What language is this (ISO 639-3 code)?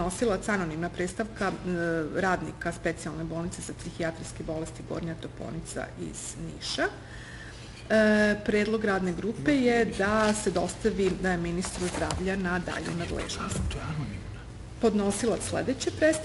srp